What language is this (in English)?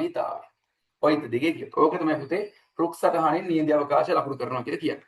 Sinhala